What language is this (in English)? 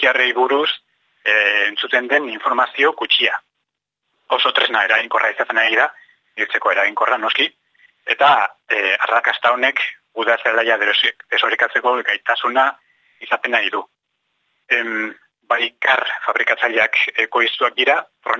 Basque